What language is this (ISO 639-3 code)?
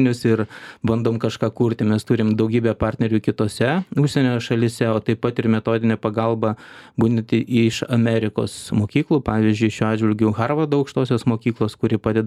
lit